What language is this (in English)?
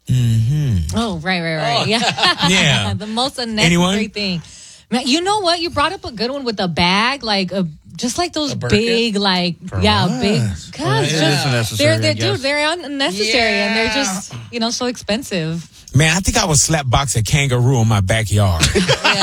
English